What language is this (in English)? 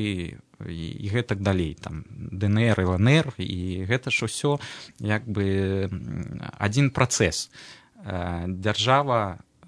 Belarusian